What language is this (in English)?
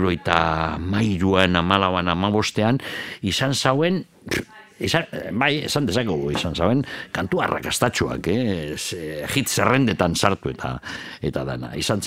Basque